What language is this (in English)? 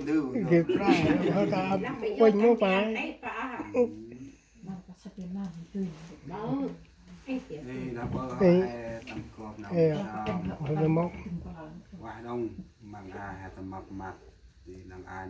Central Mnong